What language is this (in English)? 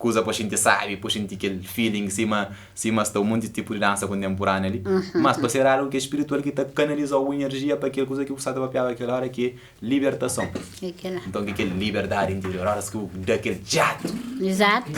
Kabuverdianu